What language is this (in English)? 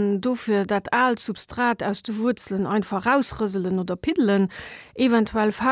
Luxembourgish